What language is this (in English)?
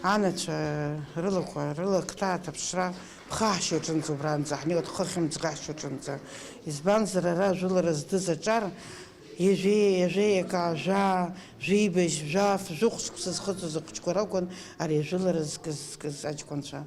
Abkhazian